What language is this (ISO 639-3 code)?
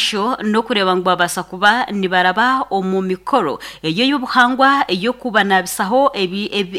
nyn